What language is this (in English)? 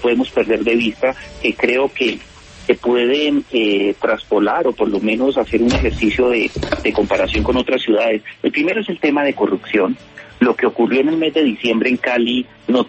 Spanish